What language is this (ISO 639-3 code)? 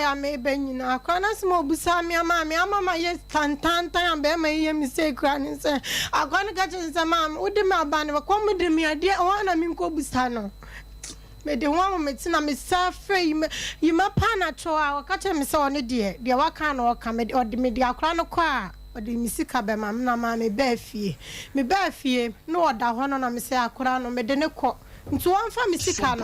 aka